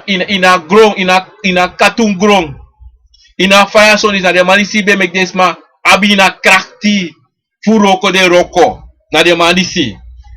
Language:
Sranan Tongo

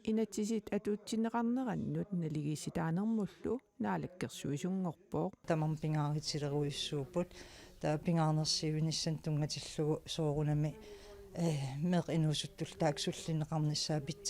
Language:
Kalaallisut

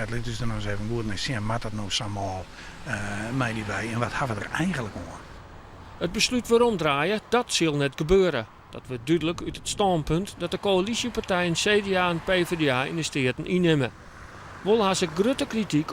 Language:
Western Frisian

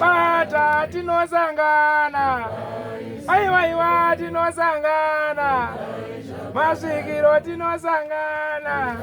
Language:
Shona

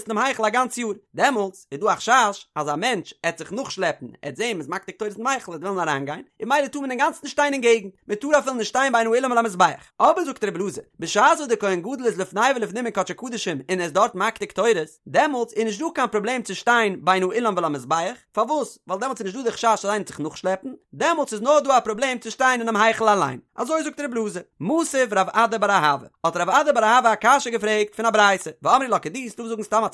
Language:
Yiddish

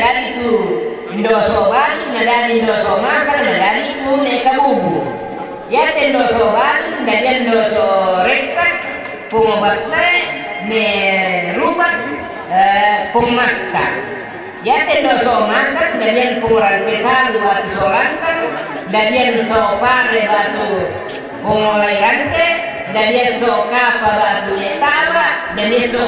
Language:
Toraja-Sa'dan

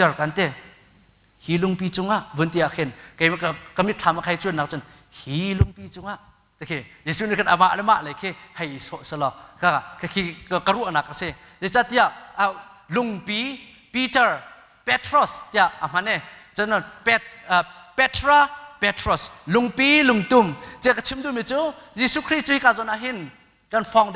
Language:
Hakha Chin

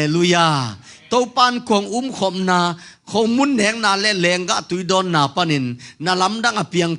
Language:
Tedim Chin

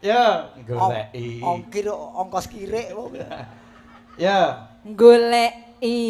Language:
Javanese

